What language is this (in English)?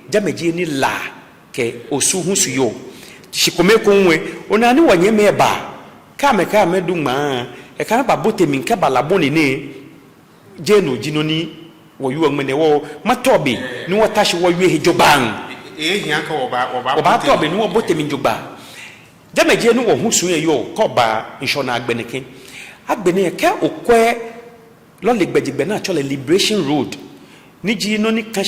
Ga